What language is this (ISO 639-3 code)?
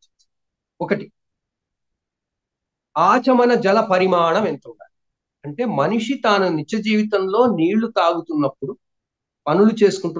tel